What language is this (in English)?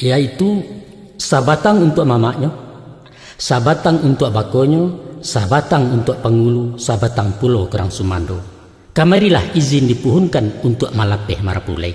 Minangkabau